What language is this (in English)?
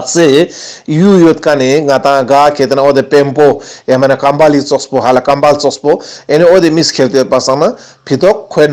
Ladakhi